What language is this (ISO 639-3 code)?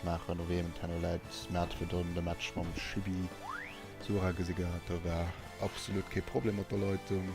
ltz